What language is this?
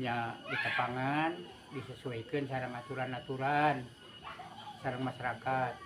Sundanese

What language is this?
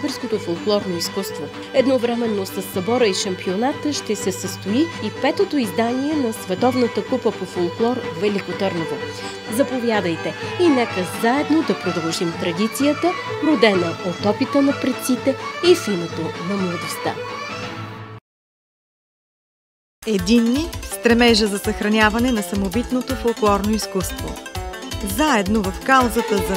Bulgarian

